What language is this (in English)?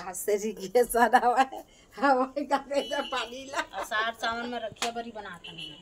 Chhattisgarhi